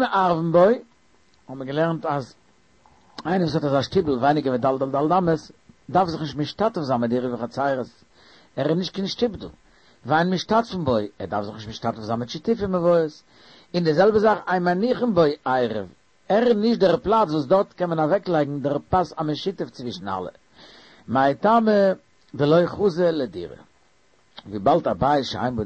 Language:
Yiddish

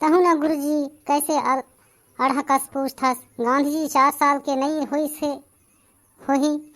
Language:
Chhattisgarhi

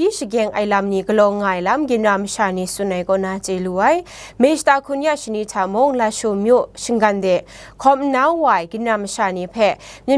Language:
Kachin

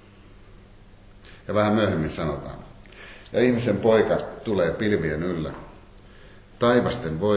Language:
Finnish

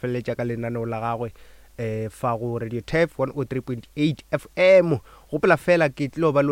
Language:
Northern Sotho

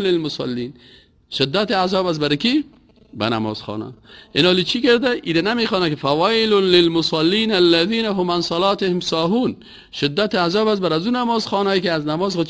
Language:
Persian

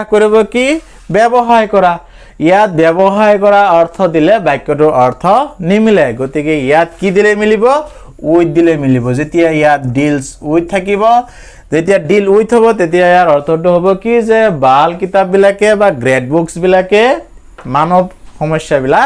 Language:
Assamese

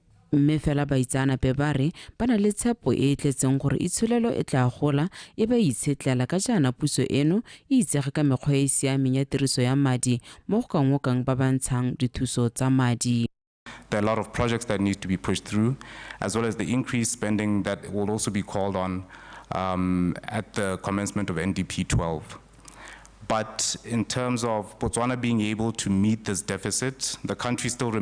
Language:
Tswana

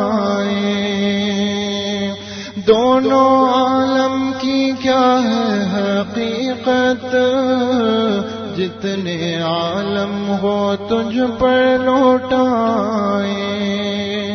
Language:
Urdu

